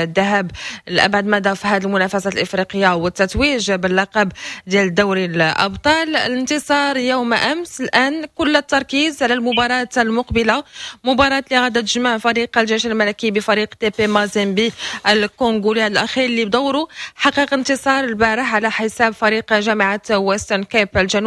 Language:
Moroccan Arabic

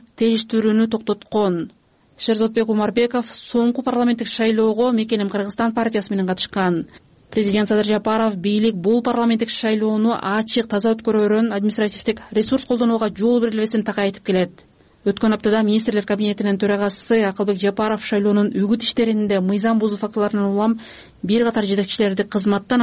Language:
Kyrgyz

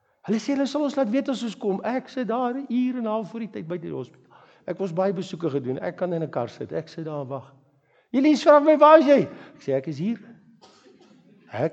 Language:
Afrikaans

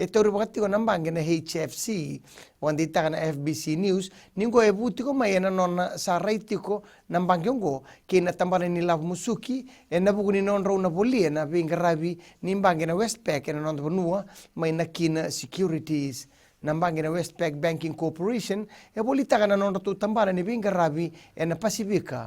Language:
Fijian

